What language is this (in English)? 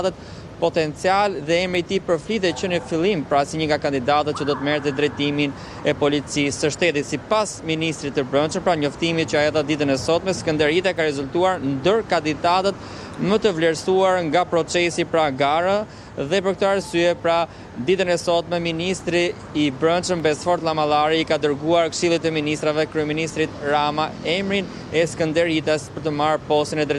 Albanian